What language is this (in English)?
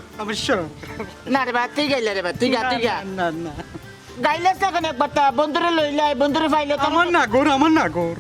Sylheti